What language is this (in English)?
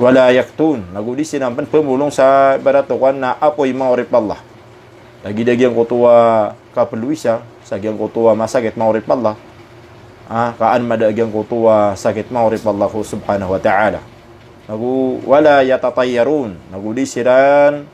Maranao